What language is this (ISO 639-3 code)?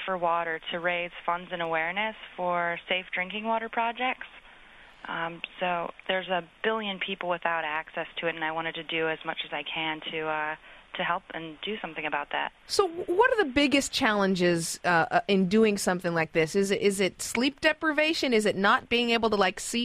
eng